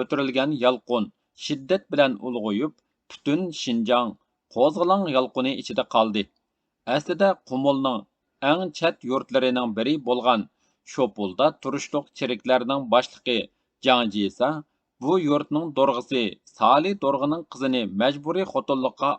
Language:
Uyghur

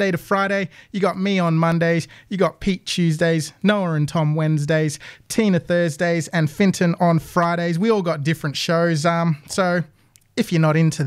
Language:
English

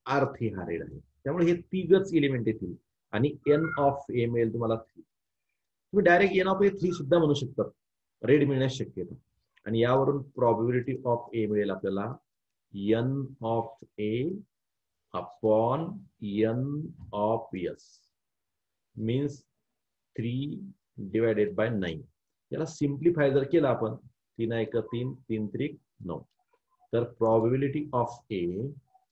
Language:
Marathi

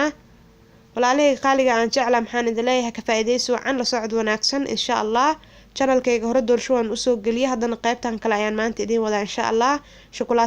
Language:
Somali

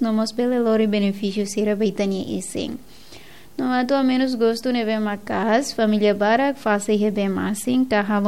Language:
Tetum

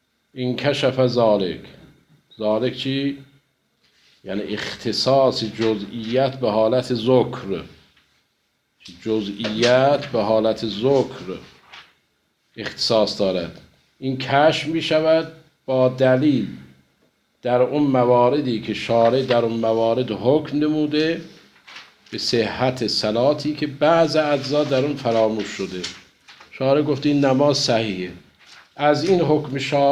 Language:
Persian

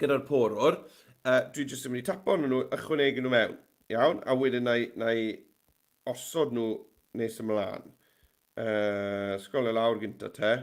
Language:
Welsh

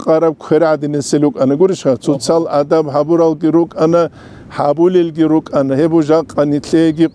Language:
Avaric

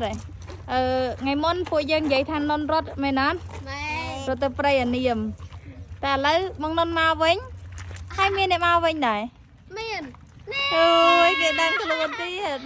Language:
Khmer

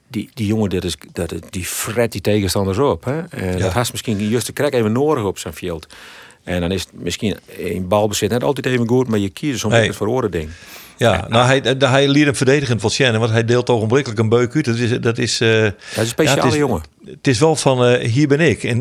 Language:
Western Frisian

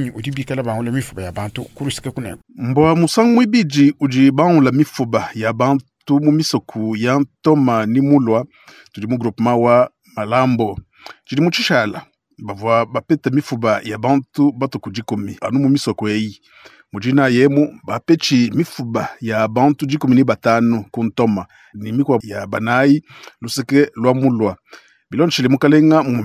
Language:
Luba-Lulua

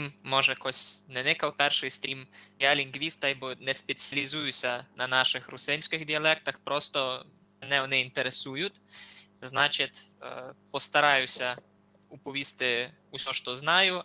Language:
Rusyn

